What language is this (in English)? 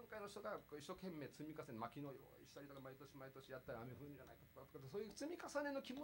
Japanese